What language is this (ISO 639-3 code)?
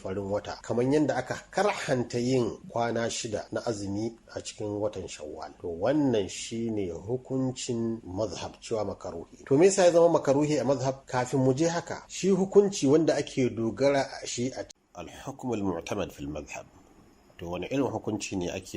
hau